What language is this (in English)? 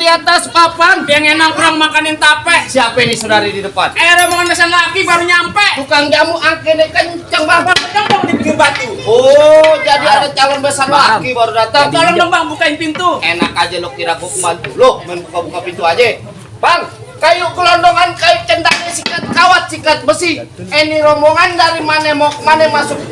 Betawi